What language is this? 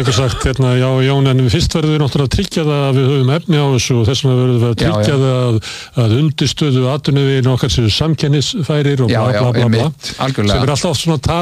Icelandic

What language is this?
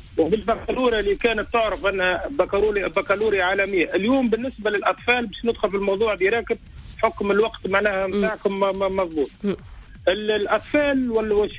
Tunisian Arabic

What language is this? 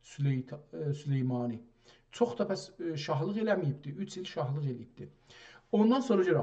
South Azerbaijani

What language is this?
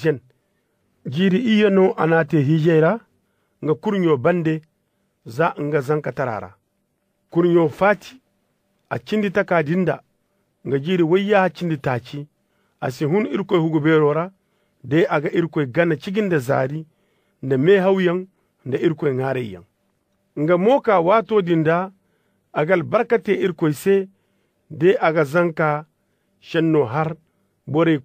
Koyraboro Senni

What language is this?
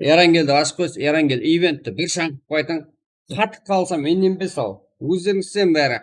Kara-Kalpak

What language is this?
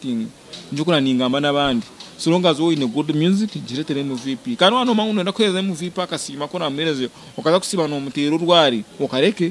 Nyankole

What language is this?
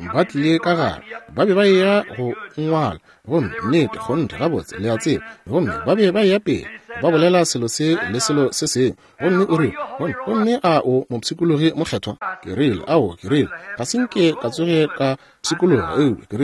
Northern Sotho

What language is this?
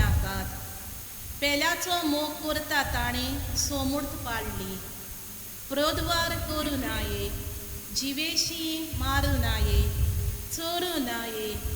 Konkani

